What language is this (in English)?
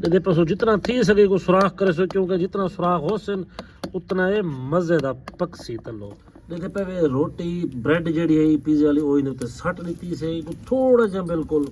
Saraiki